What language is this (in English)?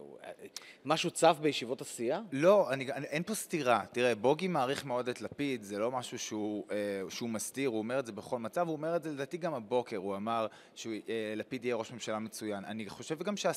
Hebrew